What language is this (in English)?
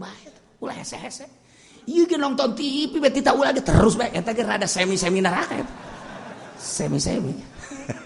Sundanese